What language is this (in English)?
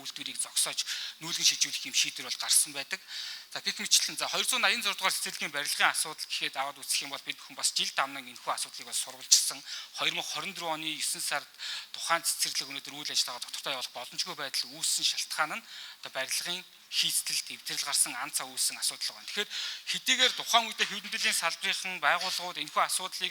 Mongolian